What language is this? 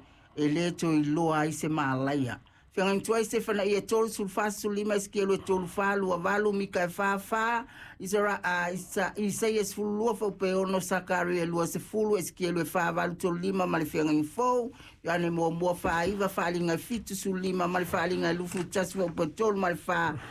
Samoan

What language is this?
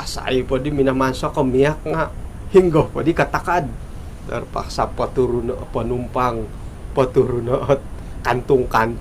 Central Dusun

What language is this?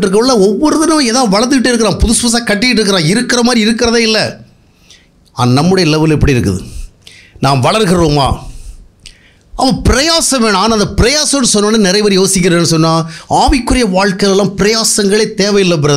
Tamil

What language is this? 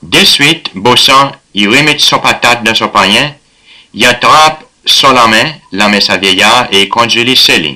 Seselwa Creole French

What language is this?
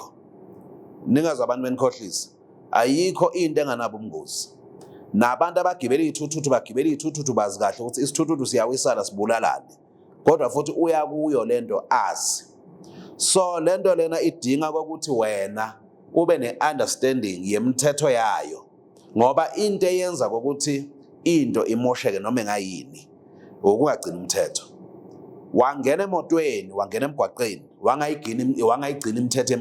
Zulu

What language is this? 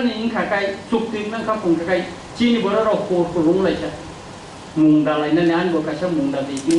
Kok Borok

